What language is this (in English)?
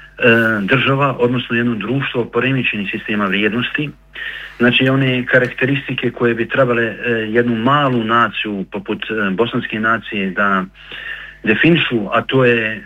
Bosnian